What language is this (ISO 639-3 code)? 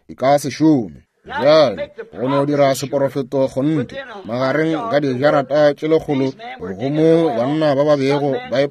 nso